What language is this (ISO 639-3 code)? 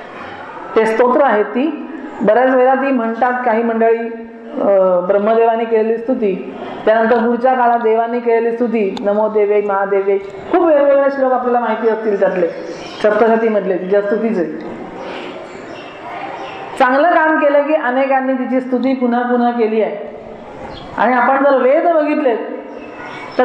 mar